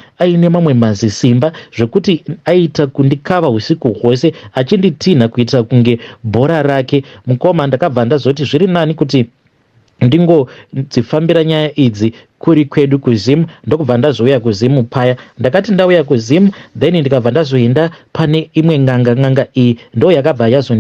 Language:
Shona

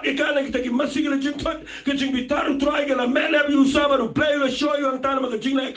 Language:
Khasi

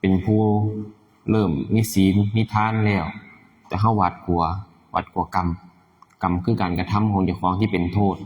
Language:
Lao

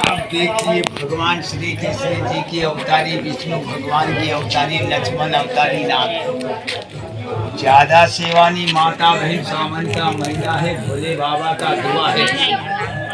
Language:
Chhattisgarhi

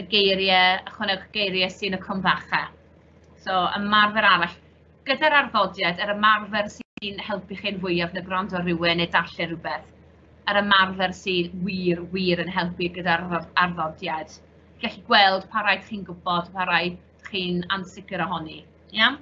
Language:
Welsh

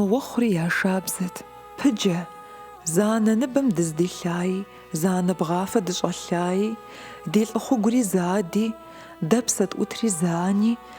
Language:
Kabardian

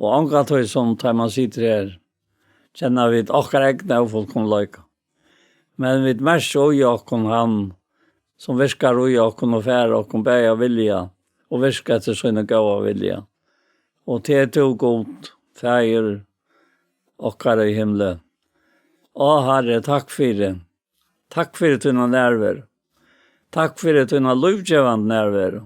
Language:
Faroese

